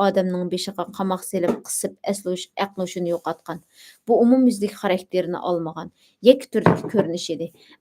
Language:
Uyghur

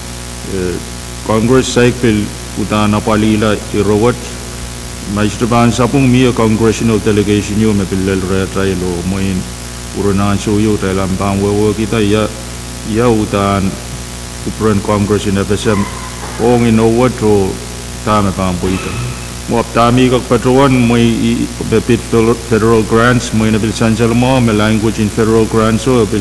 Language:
Pohnpeian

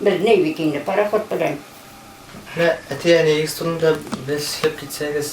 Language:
Bashkir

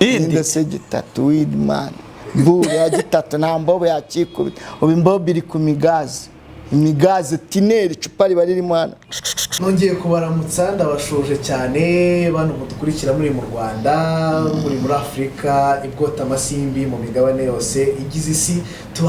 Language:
Kinyarwanda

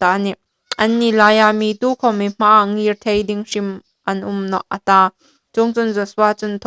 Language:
Hmar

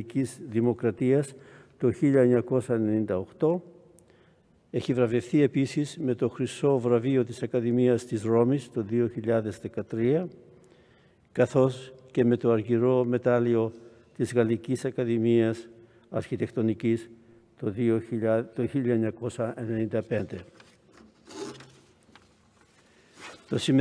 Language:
Greek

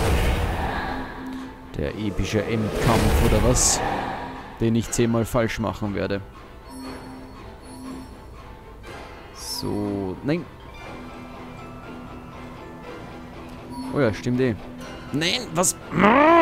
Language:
German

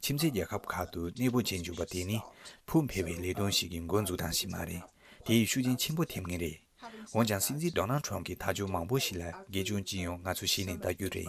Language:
Tibetan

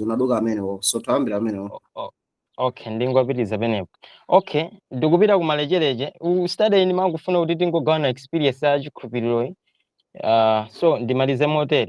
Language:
Nyanja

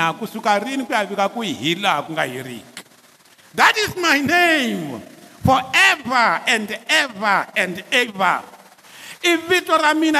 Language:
Tsonga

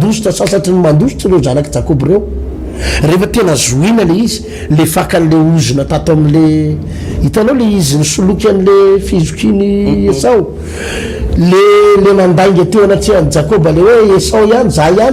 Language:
Malagasy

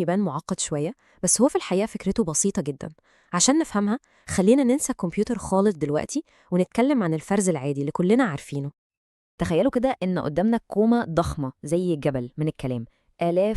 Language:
Egyptian Arabic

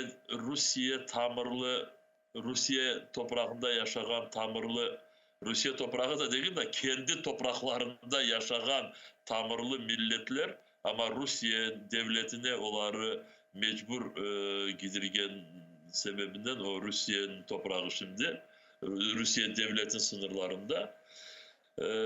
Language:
Crimean Tatar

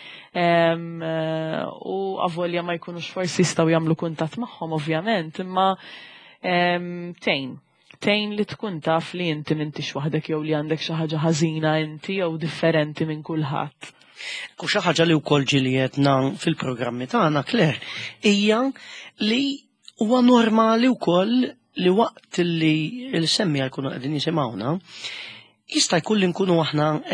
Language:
Maltese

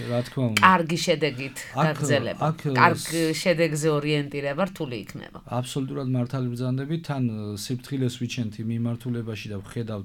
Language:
Georgian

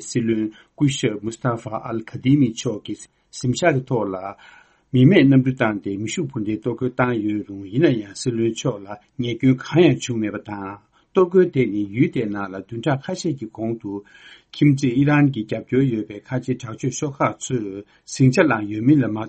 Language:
Tibetan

